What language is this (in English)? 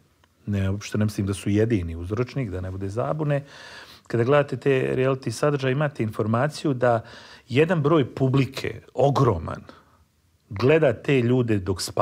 Bosnian